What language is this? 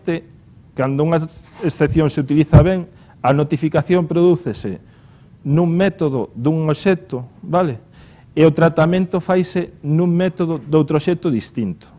Galician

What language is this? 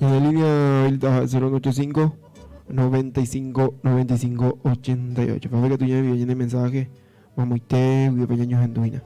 Guarani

